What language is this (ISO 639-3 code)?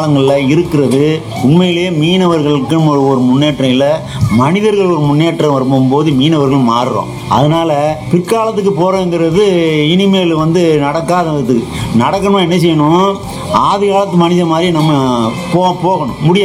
tam